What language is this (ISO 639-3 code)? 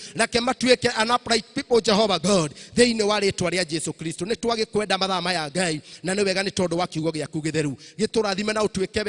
kik